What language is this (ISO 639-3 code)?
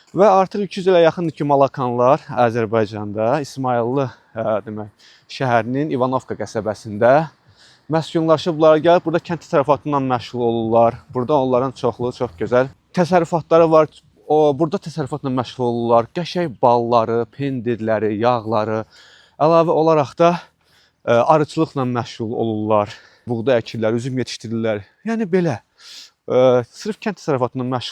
aze